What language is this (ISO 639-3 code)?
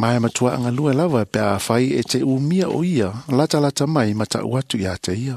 smo